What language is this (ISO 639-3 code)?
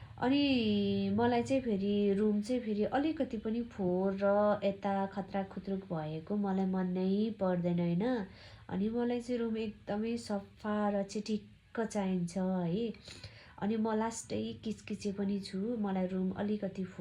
nep